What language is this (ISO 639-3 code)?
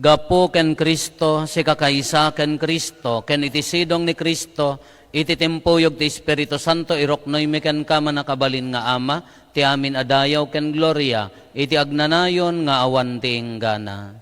ilo